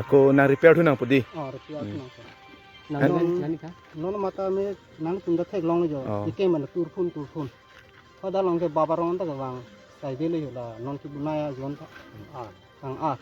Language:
Karbi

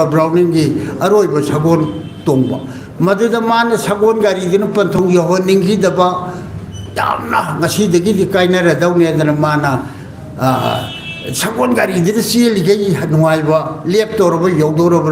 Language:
Manipuri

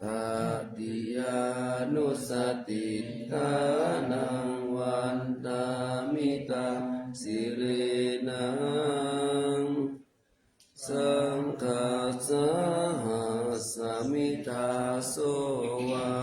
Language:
Pali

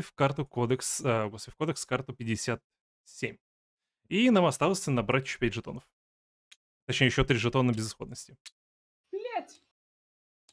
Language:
Russian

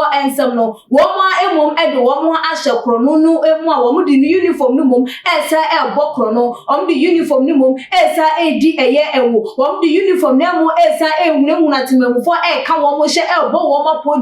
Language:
Akan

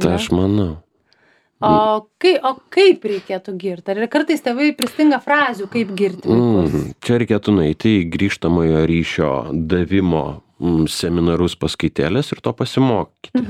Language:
Lithuanian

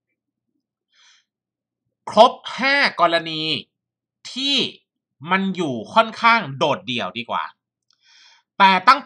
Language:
Thai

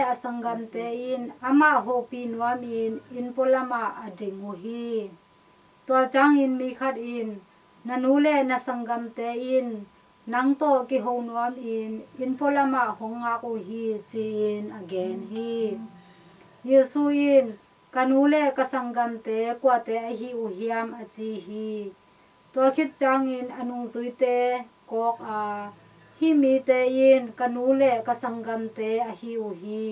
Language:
Tedim Chin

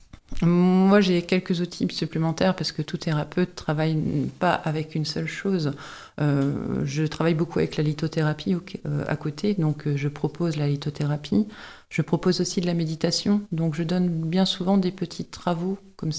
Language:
French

